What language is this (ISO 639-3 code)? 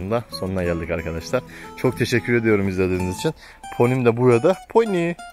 tur